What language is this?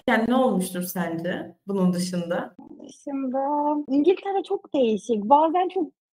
Turkish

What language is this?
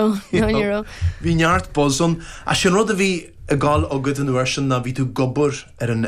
Irish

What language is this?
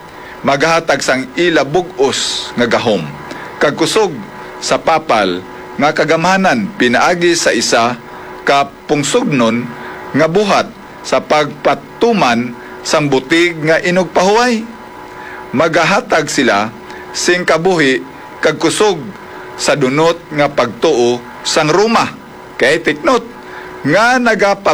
Hiligaynon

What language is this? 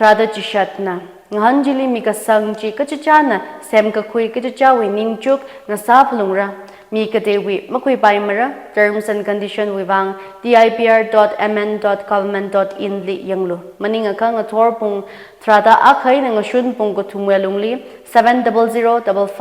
Tangkhul Naga (India)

